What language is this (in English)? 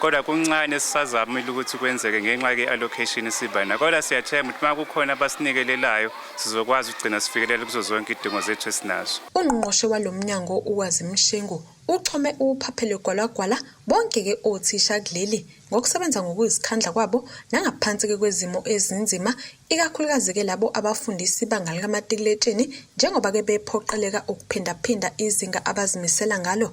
Zulu